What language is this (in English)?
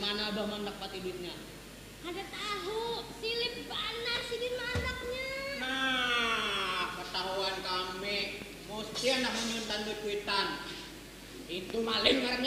Banjar